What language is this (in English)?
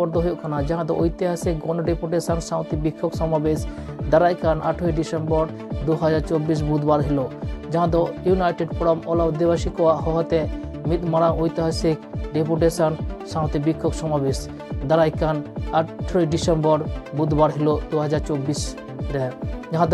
Santali